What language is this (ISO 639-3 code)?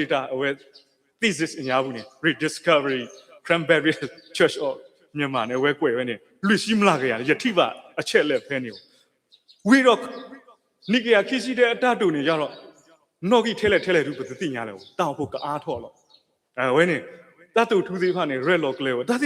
ksw